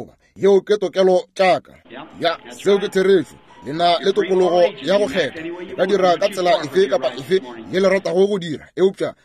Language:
Northern Sotho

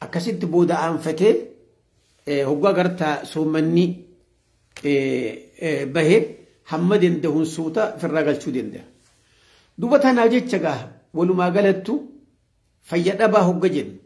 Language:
Oromo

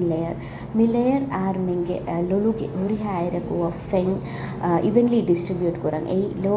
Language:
Divehi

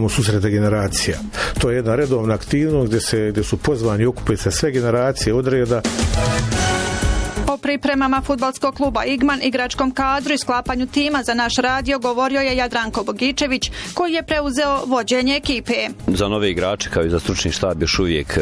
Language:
Bosnian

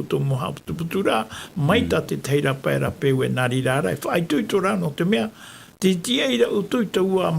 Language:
Tahitian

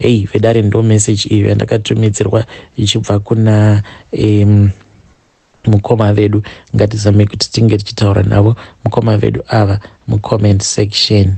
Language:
Shona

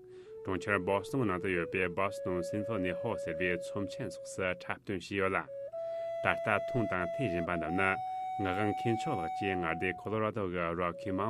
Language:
Tibetan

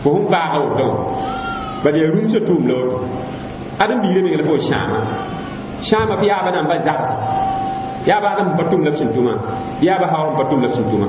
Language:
Mossi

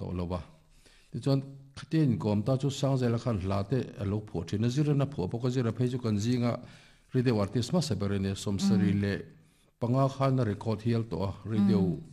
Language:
Mizo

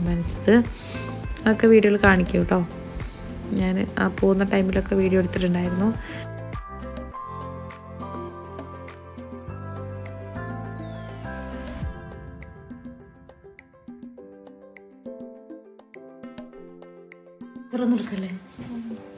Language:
Malayalam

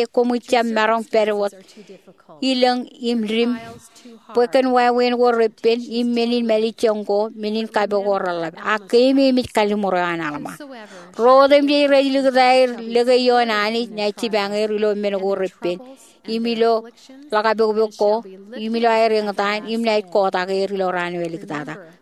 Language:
Marshallese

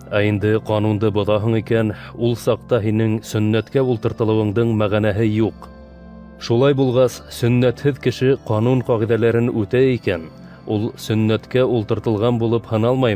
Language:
Bashkir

